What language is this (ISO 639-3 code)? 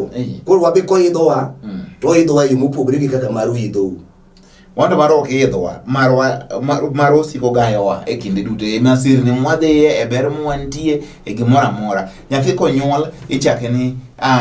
luo